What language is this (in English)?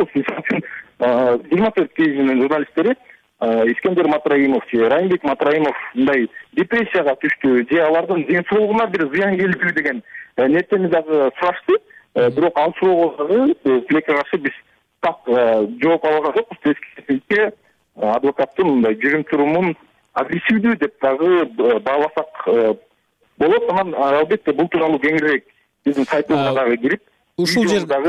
Kyrgyz